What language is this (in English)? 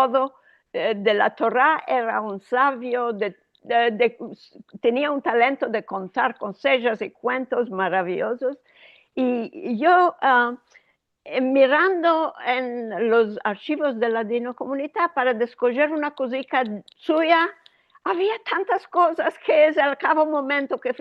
Ladino